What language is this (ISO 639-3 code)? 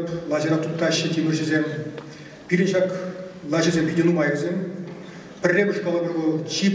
chv